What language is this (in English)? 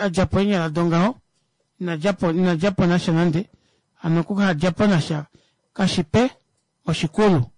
Kuanyama